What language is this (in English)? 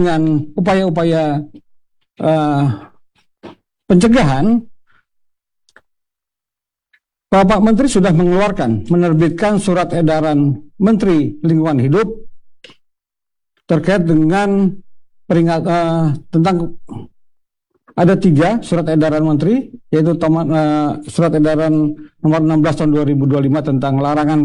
Indonesian